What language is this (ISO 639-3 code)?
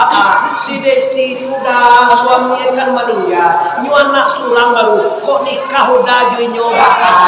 min